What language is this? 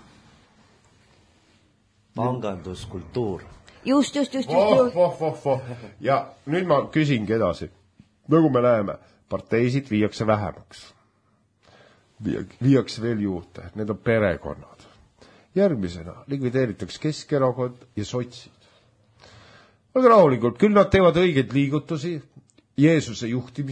Estonian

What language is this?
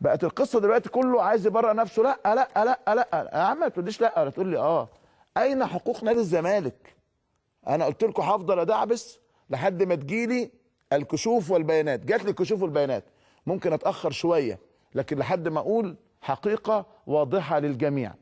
Egyptian Arabic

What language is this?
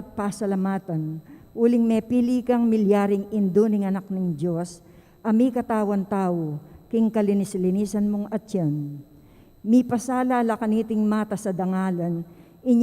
Pampanga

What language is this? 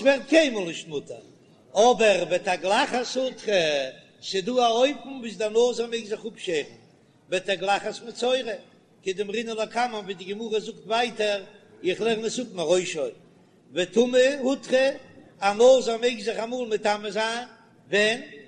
Yiddish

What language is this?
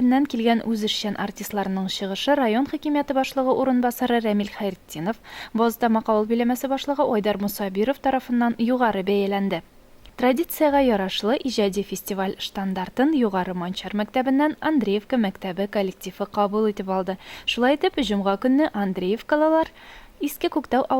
Tatar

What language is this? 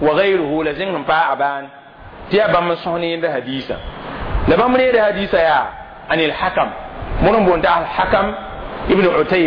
Mossi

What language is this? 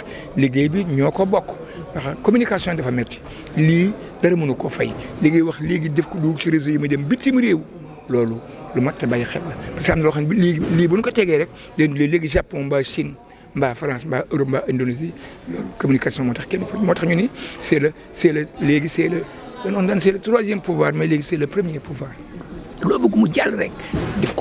Wolof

